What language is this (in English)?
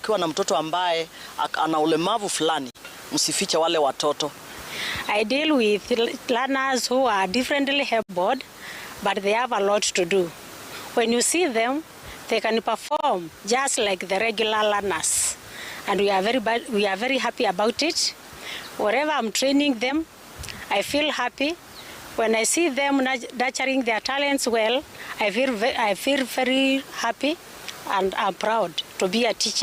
Gusii